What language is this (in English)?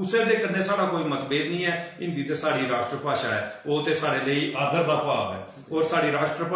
Dogri